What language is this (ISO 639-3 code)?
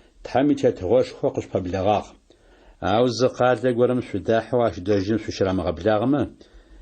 ady